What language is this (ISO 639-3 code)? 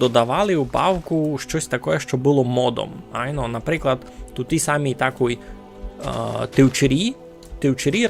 rue